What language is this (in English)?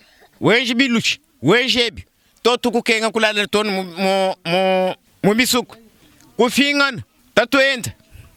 Luba-Lulua